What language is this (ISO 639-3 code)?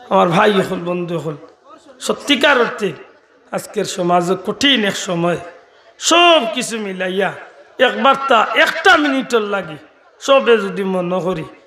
syl